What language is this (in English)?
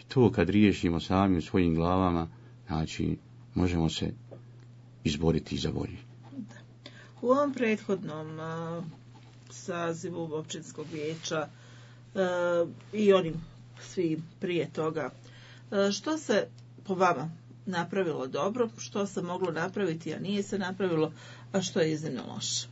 Bosnian